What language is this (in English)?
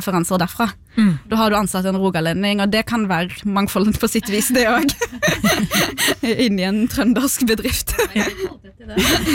Norwegian